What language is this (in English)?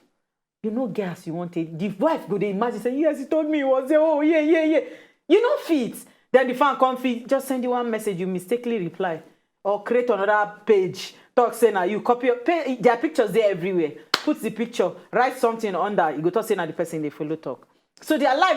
Nigerian Pidgin